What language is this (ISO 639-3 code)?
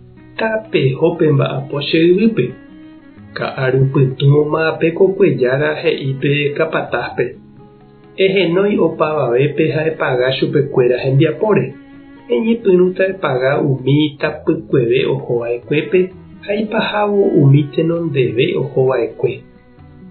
grn